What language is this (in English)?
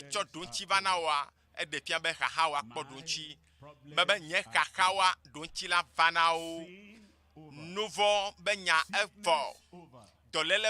Ewe